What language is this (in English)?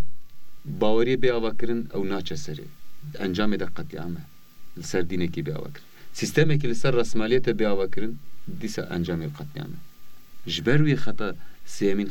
Kurdish